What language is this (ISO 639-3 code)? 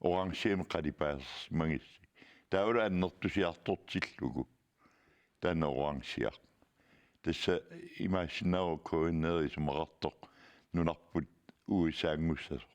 kal